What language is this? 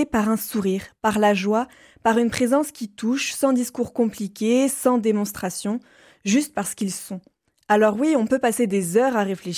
French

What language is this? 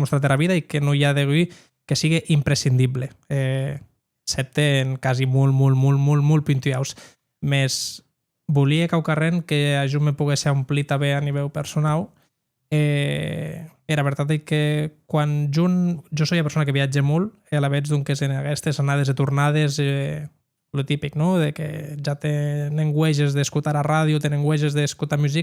Occitan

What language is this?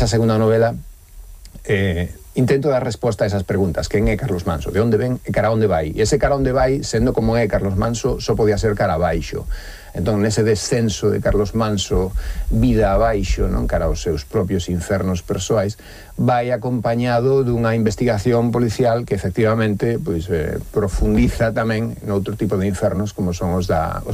Galician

